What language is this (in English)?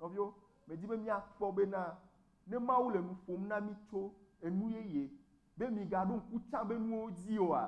Ewe